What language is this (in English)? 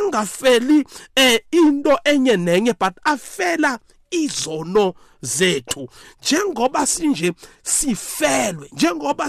South Ndebele